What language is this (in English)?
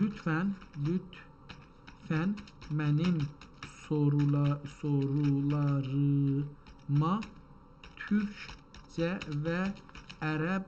South Azerbaijani